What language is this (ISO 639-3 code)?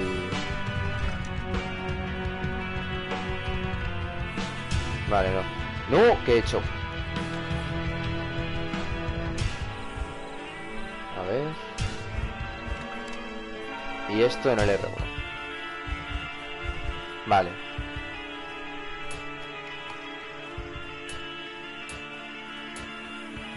spa